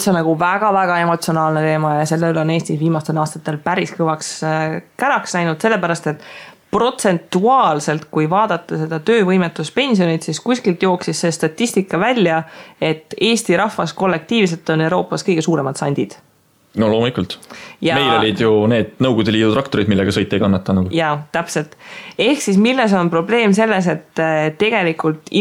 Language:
Estonian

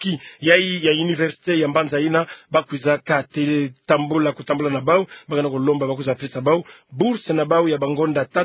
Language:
Kituba (Democratic Republic of Congo)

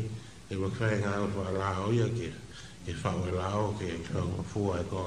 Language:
Tongan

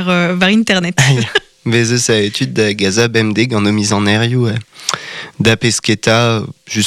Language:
Breton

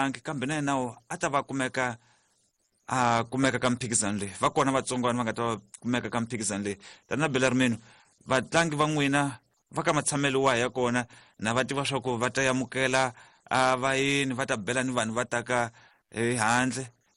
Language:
Tsonga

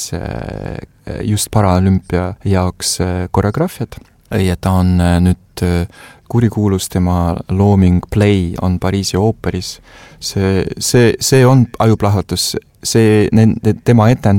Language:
Estonian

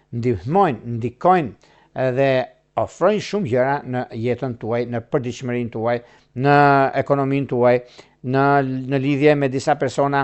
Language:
Albanian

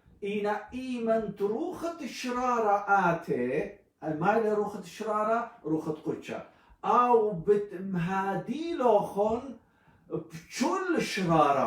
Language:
Assyrian Neo-Aramaic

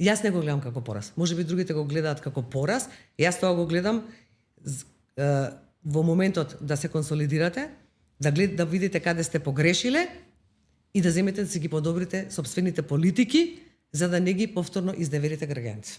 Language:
Macedonian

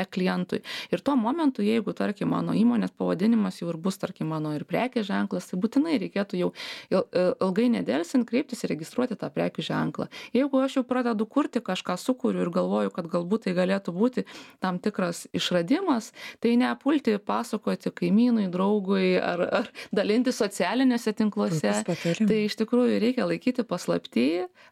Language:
Lithuanian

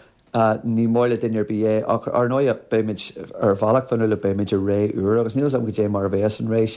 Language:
Irish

